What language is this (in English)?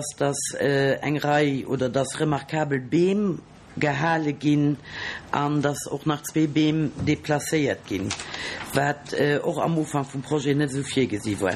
Luxembourgish